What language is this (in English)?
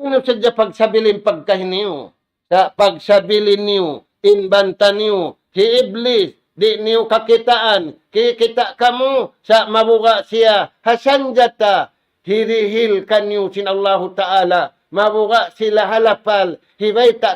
Tausug